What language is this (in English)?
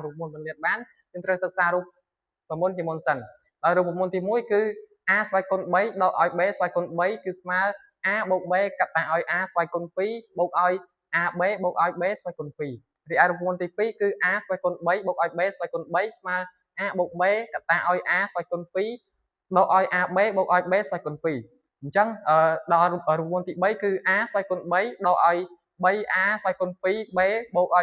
Khmer